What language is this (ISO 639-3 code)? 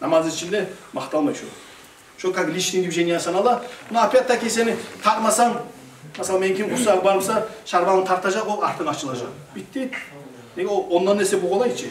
kum